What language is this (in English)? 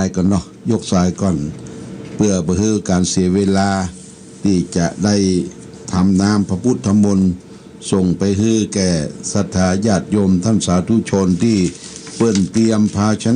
Pali